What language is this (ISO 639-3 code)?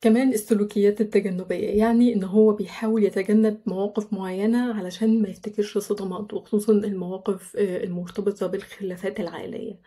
arz